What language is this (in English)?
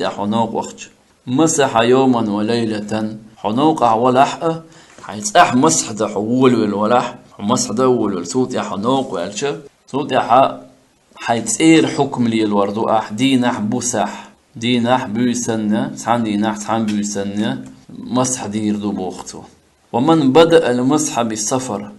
Chechen